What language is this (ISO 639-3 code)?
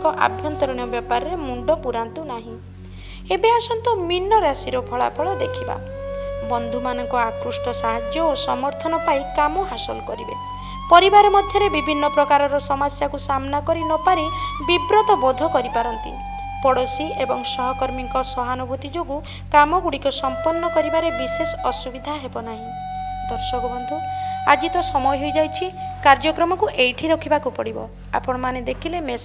ori